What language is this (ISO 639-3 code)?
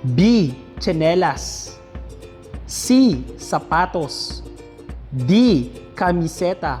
krj